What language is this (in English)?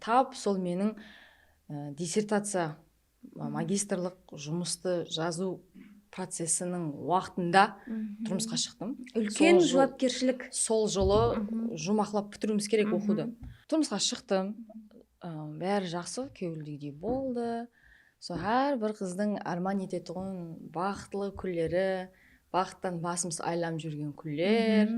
Kara-Kalpak